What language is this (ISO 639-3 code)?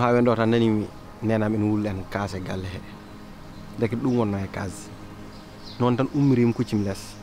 ful